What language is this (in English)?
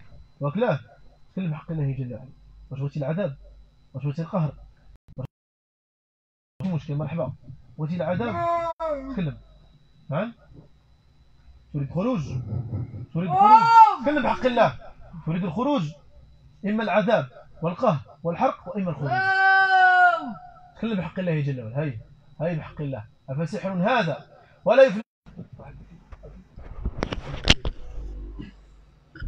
Moroccan Arabic